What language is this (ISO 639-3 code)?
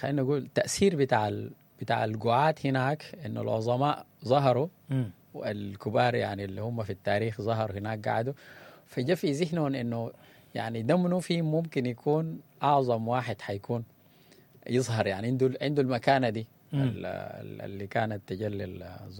apd